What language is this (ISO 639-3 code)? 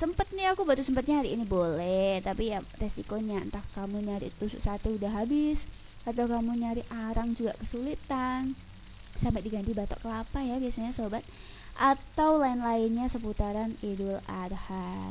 ind